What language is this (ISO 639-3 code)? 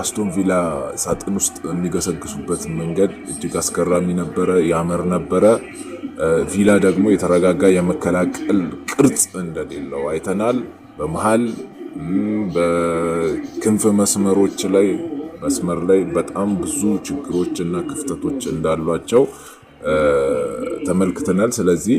amh